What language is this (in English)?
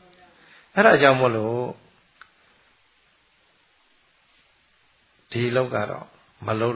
Burmese